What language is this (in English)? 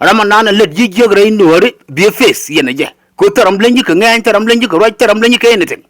Nuer